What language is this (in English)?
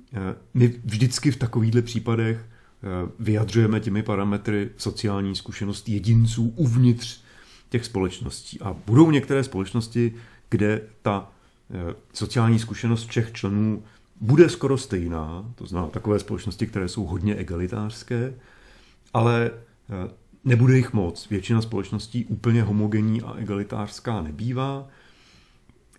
Czech